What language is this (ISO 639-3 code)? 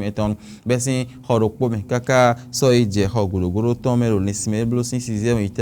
fon